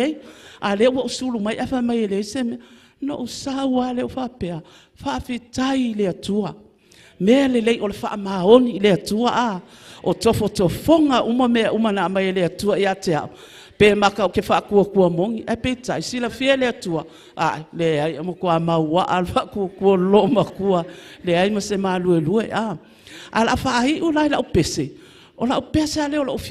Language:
Samoan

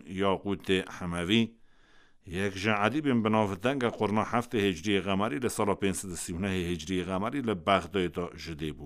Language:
Kurdish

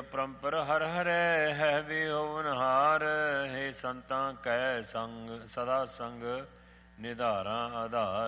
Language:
Punjabi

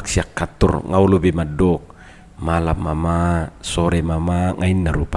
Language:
Batak Toba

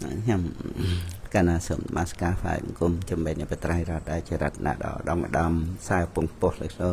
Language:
Khmer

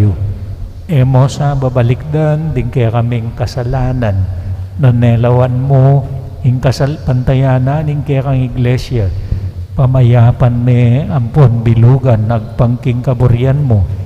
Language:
Pampanga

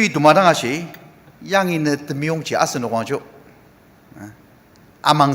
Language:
Ao Naga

